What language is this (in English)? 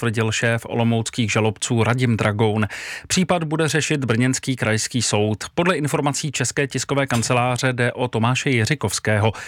Czech